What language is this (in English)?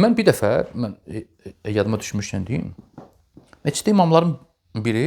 Azerbaijani